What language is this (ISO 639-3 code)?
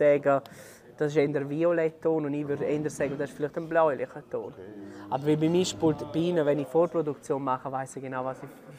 roh